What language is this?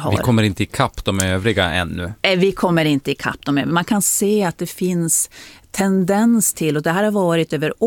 Swedish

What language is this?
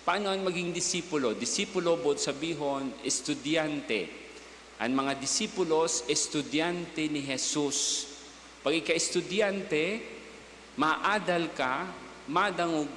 Bikol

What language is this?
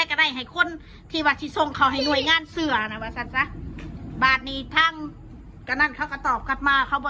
Lao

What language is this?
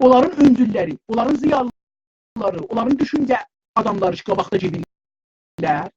South Azerbaijani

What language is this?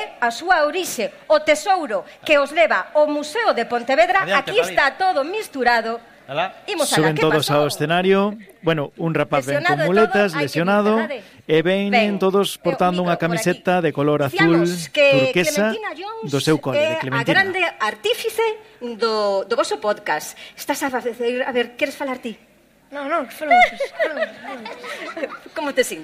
Galician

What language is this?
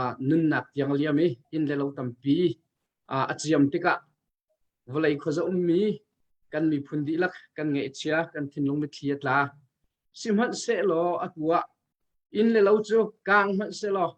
Hakha Chin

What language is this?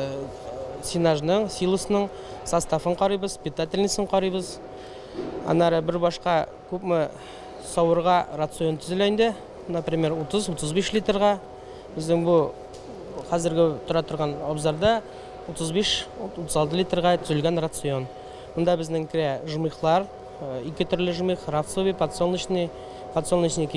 Tatar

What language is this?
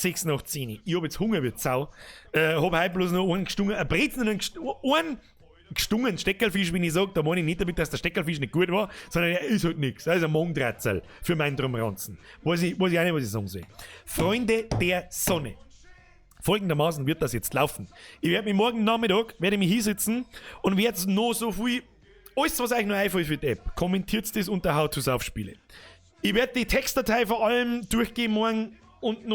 Bavarian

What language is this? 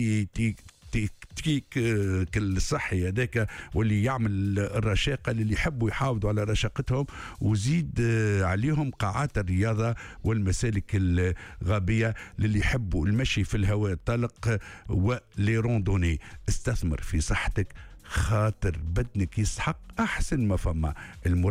Tunisian Arabic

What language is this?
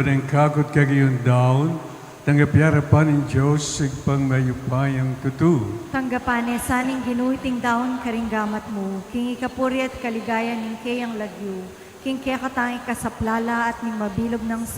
Pampanga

